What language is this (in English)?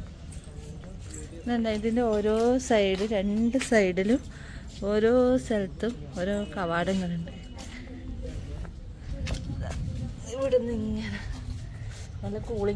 Malayalam